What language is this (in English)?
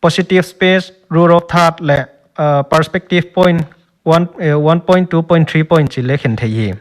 Paite Chin